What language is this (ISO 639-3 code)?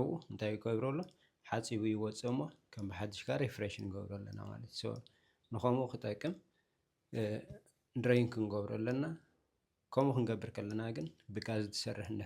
tir